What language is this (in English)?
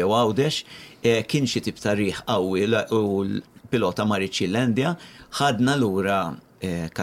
Maltese